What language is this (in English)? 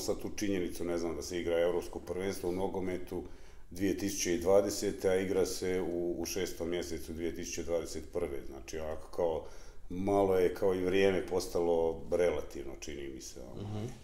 Bosnian